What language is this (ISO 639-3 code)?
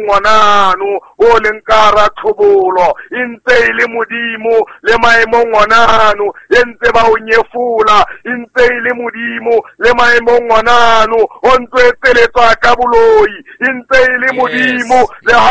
sot